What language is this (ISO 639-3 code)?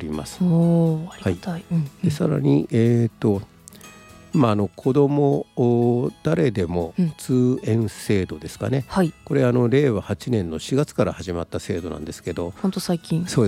jpn